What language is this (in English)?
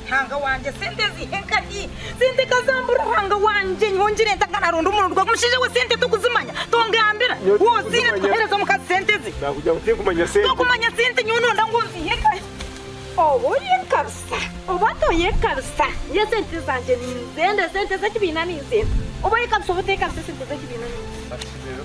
Nyankole